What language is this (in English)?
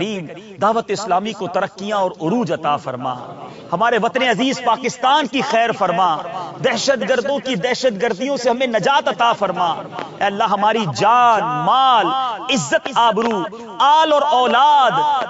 Urdu